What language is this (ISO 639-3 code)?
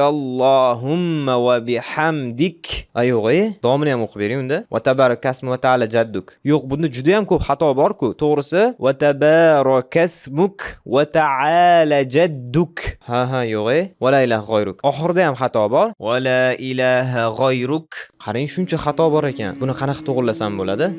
uzb